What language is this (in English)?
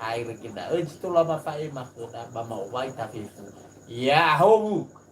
Nias